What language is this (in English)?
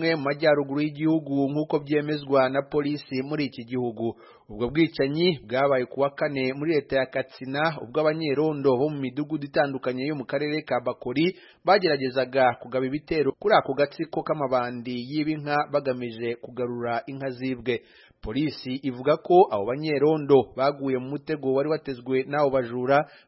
Kinyarwanda